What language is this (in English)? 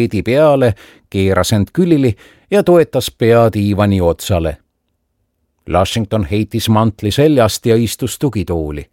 Estonian